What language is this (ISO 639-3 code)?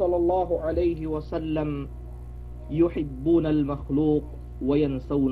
yka